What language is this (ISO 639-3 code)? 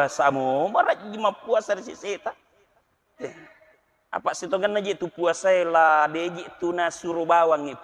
bug